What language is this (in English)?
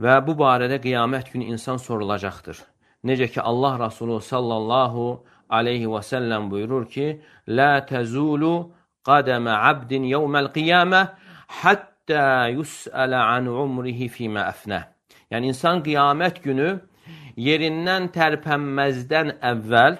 Azerbaijani